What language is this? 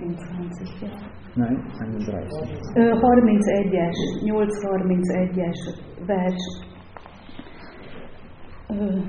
Hungarian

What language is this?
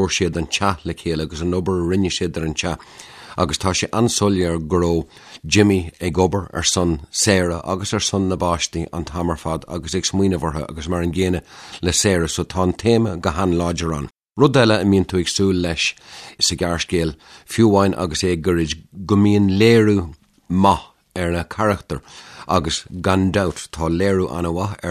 Irish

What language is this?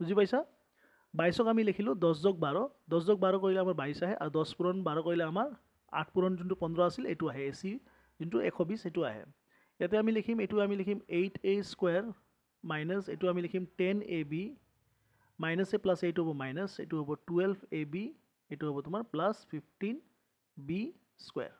Assamese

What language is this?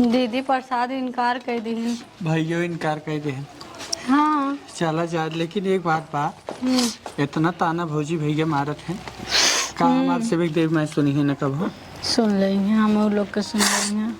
Awadhi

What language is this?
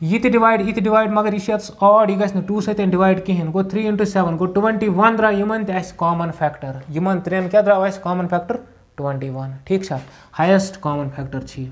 Kashmiri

